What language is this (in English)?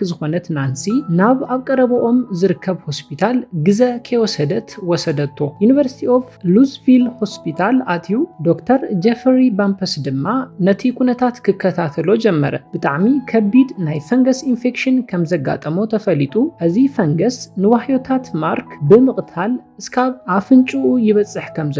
Tigrinya